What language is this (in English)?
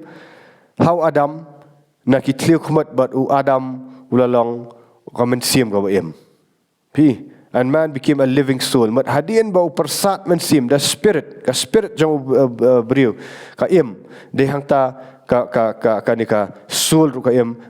Khasi